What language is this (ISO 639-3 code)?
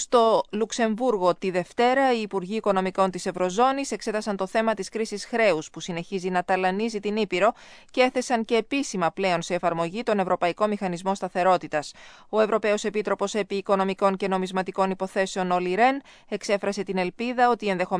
ell